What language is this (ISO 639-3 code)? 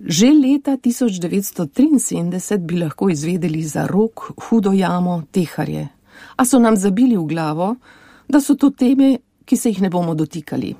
slv